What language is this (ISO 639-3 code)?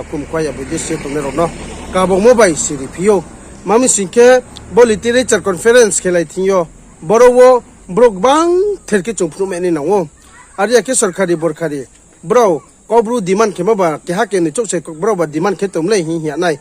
ria